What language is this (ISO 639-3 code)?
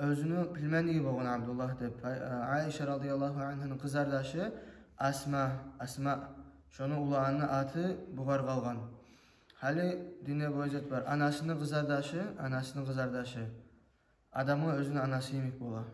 kum